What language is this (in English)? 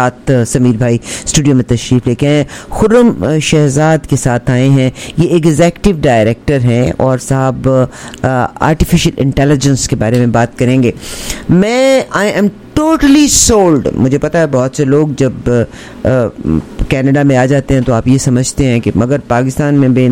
Urdu